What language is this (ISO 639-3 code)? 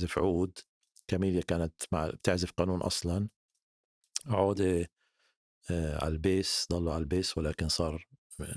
apc